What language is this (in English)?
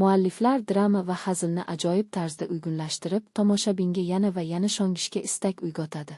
Uzbek